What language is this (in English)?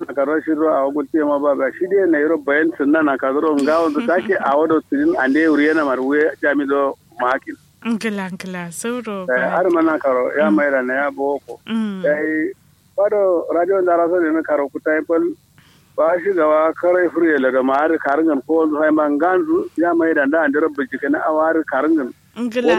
Kanuri